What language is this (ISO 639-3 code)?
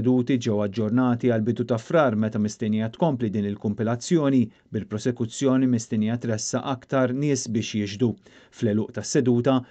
mlt